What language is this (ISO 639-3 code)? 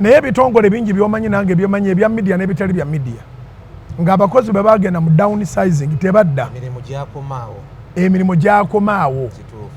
lug